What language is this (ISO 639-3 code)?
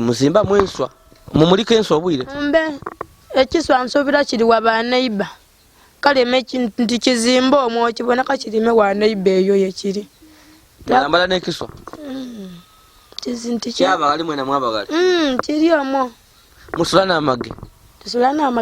lug